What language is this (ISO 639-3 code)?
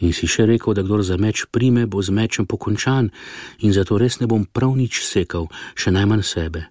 slv